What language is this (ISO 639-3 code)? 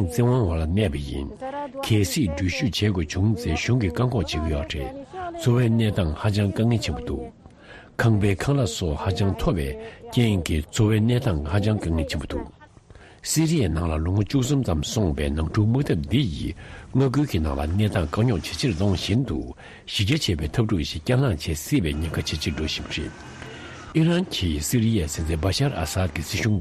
bod